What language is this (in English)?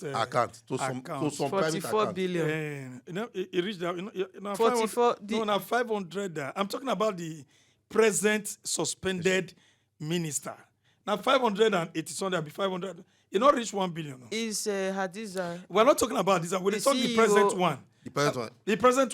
Nigerian Pidgin